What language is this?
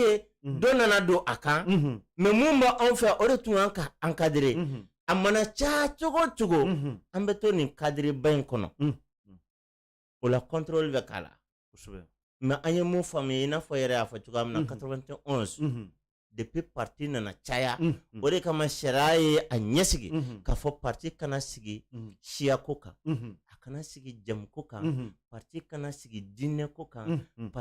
Bambara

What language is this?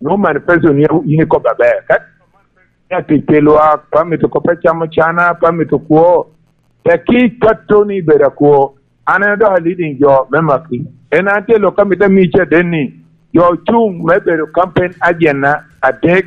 Lango (Uganda)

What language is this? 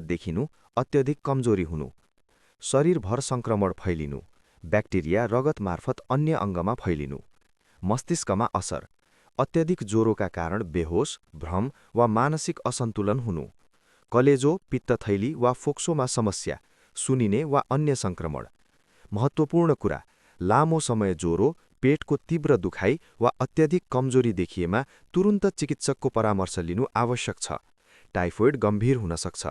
Nepali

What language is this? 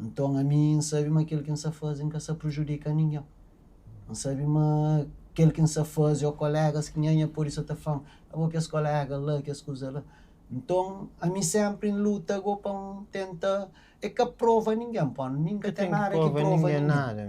Kabuverdianu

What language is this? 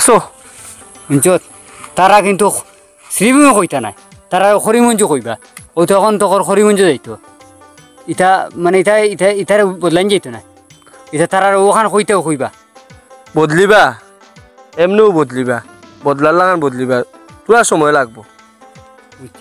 Sylheti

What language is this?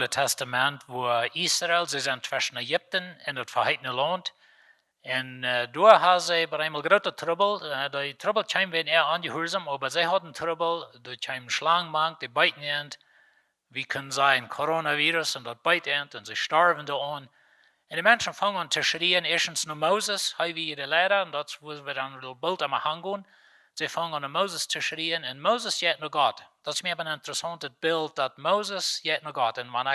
Plautdietsch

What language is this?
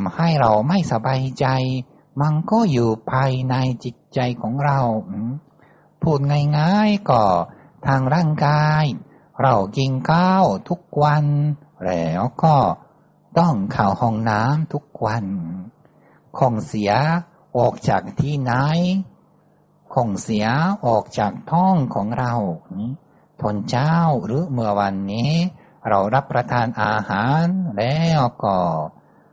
Thai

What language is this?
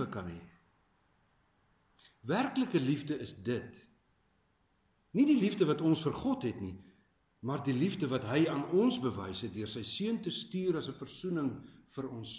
Afrikaans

